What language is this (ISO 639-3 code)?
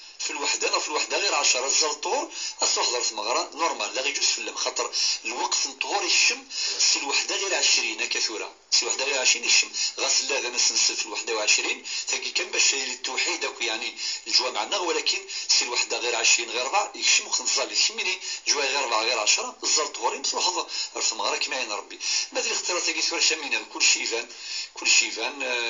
kab